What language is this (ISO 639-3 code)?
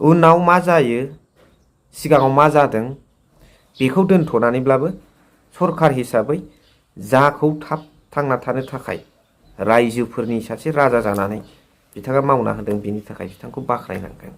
brx